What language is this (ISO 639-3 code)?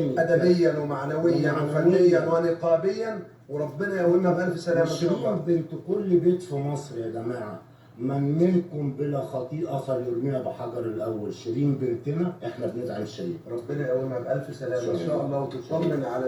arz